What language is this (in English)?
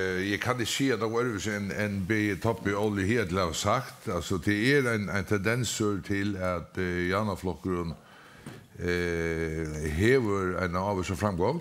Faroese